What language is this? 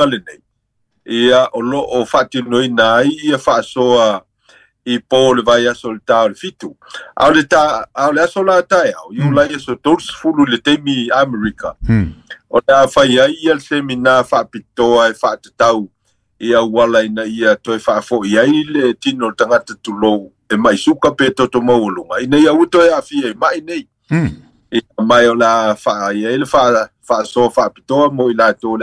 Samoan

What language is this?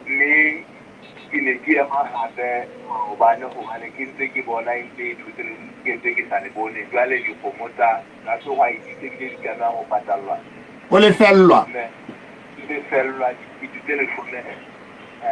Southern Sotho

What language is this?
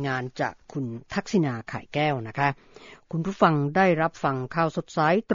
Thai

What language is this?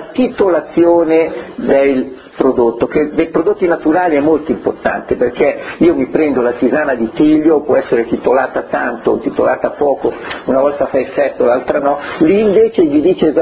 Italian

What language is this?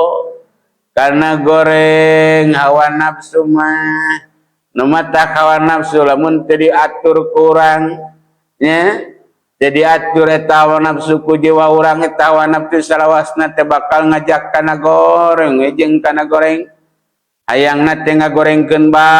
Sundanese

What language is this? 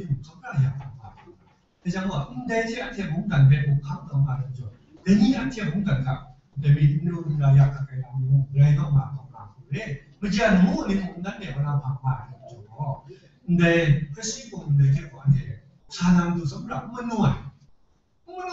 Kachin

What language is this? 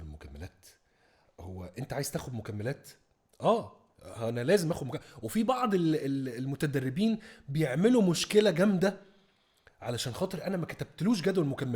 Egyptian Arabic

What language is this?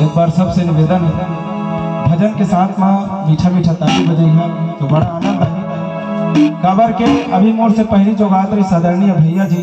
Chhattisgarhi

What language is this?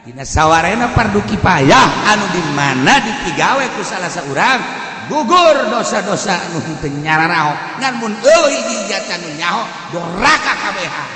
Sundanese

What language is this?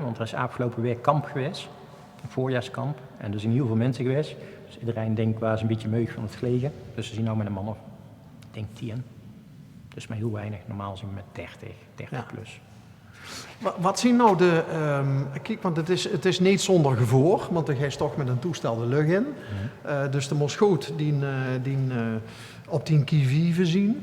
Limburgish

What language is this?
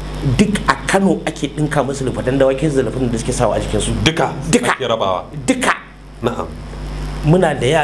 Hausa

